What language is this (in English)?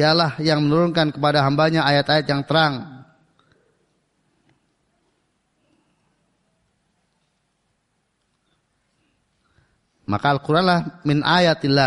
Indonesian